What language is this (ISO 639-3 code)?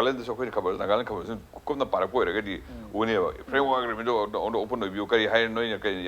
mni